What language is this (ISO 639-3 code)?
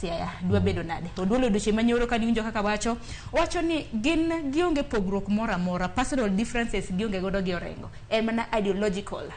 luo